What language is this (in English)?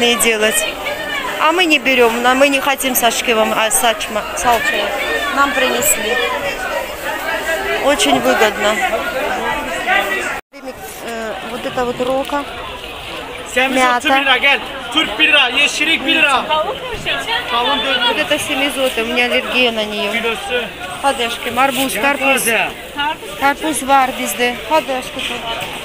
Russian